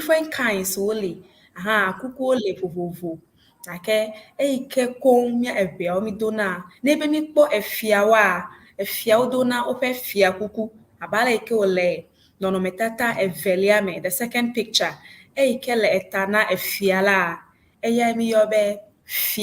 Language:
Ewe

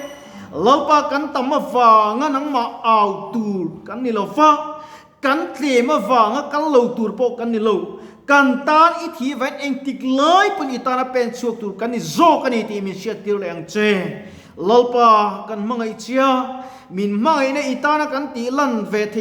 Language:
Mizo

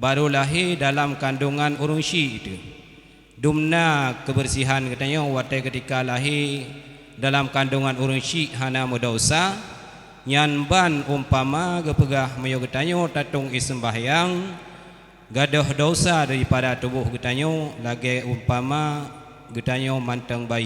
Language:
Achinese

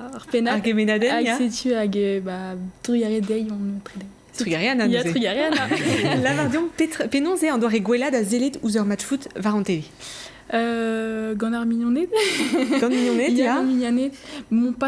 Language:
Breton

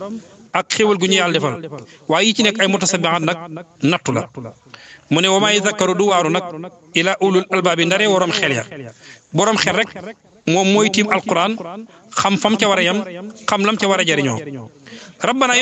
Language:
Wolof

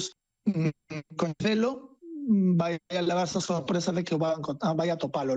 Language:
Galician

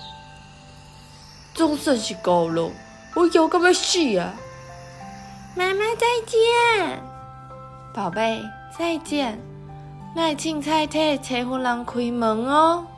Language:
Min Nan Chinese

